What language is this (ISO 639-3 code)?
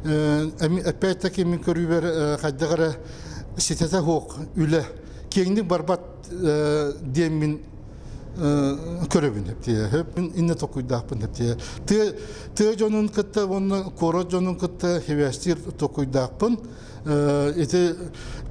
sah